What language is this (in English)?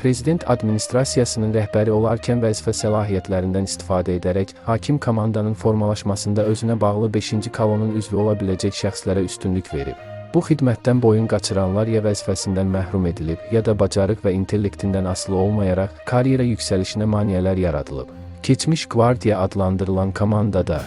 Azerbaijani